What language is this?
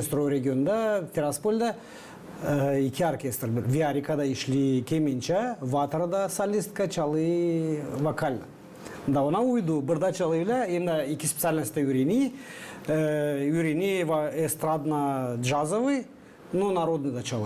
Gagauz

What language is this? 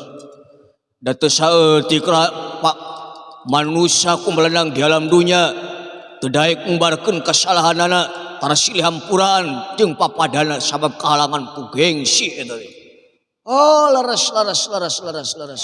Sundanese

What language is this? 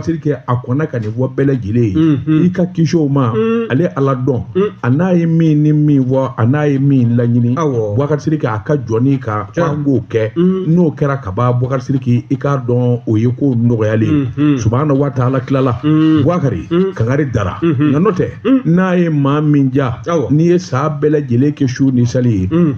Bambara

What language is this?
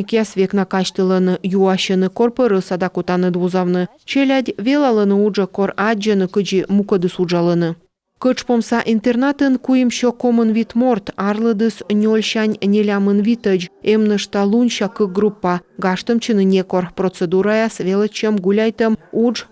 Komi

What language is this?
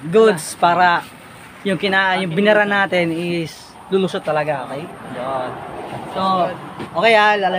Filipino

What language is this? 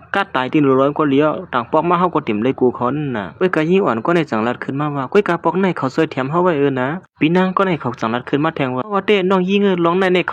Shan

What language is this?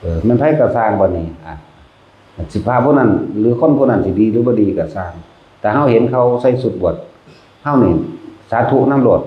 Northeastern Thai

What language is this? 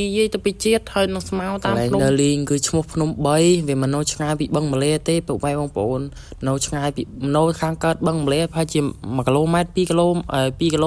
Khmer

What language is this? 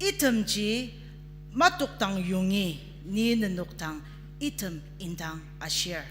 Ao Naga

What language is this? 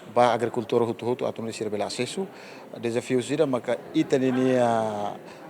Tetum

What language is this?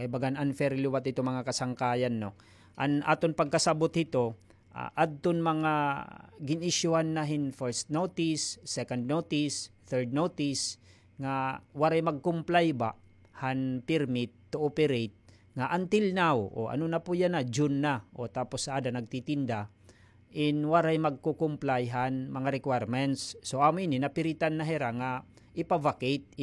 Waray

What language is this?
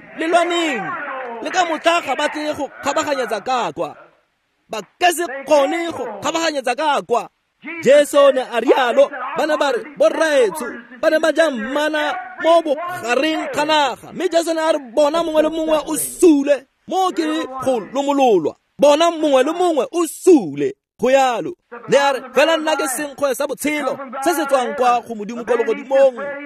Tswana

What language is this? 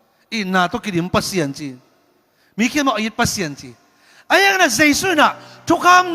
Tedim Chin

